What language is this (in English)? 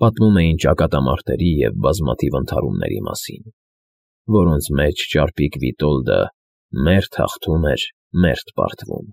Armenian